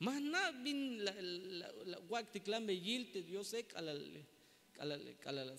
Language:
Tzeltal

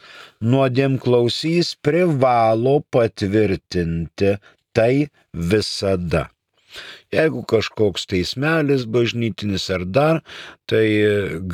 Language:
Lithuanian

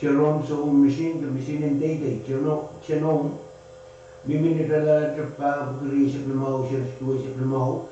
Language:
Pohnpeian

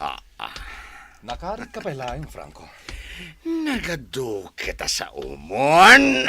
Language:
Iloko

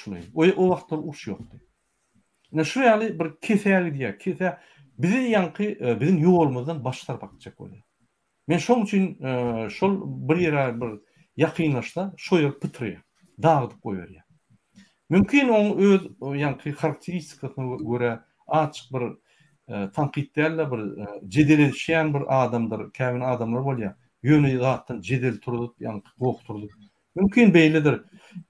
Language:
Turkmen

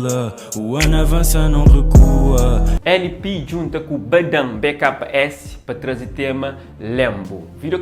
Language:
Kabuverdianu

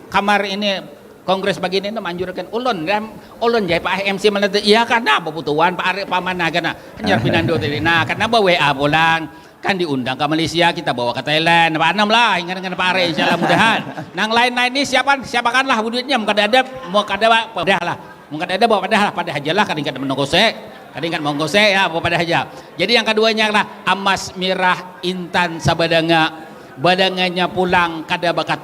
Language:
Banjar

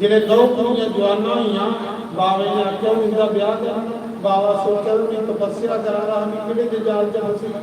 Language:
Dogri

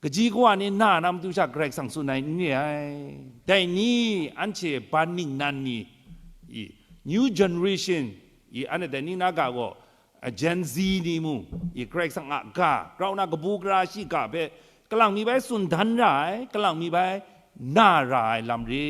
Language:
Kachin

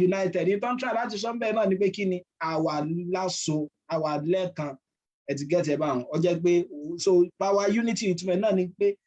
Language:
Yoruba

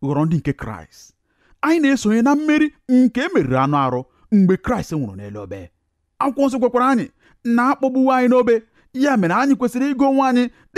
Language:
Igbo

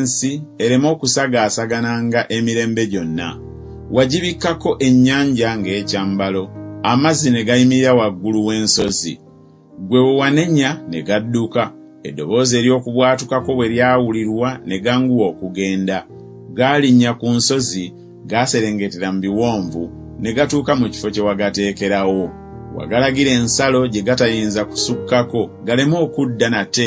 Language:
Ganda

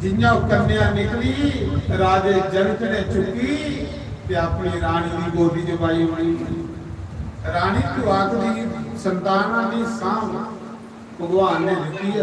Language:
Dogri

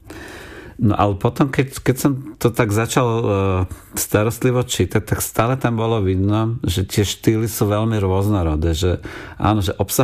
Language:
Slovak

